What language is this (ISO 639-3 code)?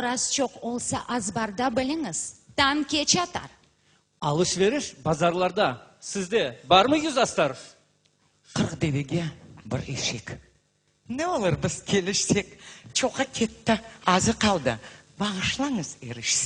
crh